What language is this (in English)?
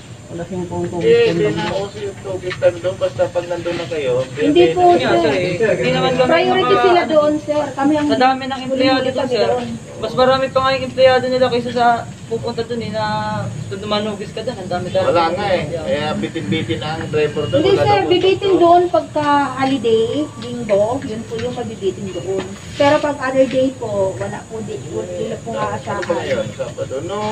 Filipino